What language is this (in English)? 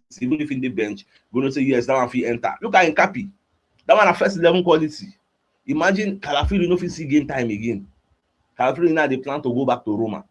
Nigerian Pidgin